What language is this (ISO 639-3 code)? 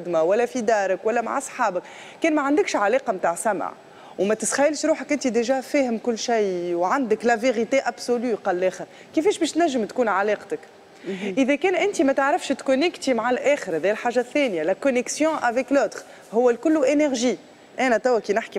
aeb